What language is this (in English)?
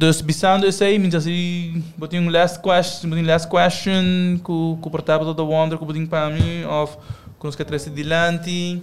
Papiamento